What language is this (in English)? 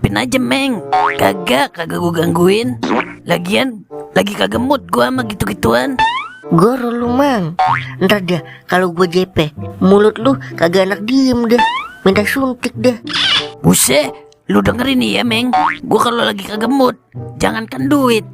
Betawi